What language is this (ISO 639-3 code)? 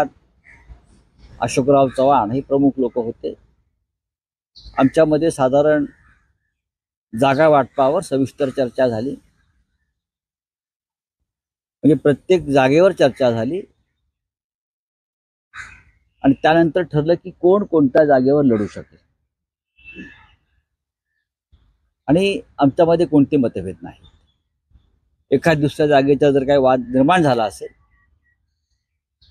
mar